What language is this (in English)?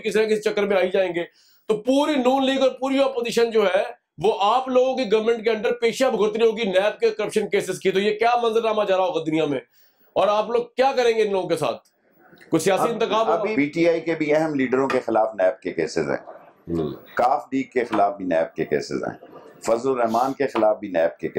Urdu